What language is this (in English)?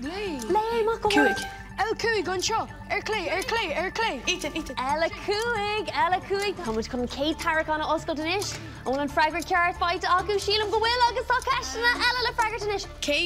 Irish